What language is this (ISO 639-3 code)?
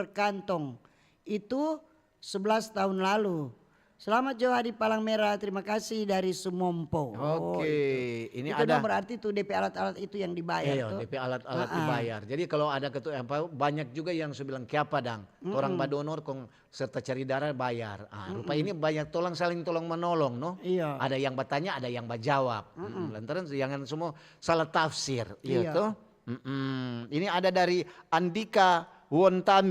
xmm